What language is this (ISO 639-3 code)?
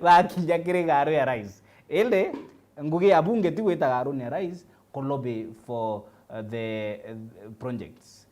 mer